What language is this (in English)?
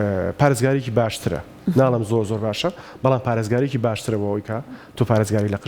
Central Kurdish